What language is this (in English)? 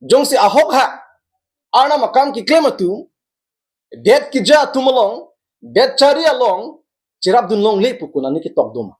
Karbi